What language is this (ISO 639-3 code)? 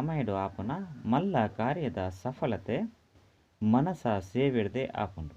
tcy